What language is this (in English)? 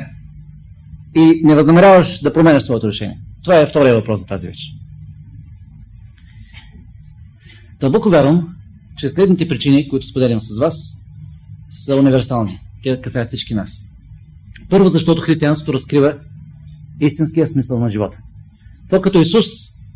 Bulgarian